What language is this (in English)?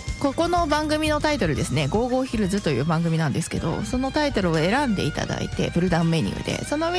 Japanese